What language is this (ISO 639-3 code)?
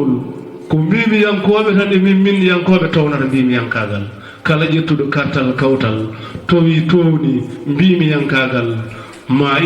ful